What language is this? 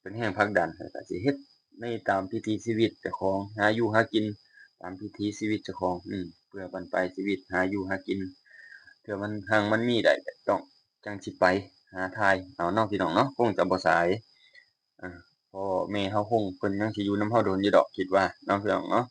Lao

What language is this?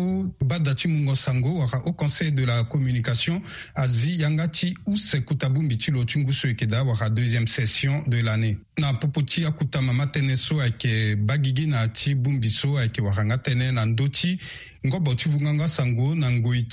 Sango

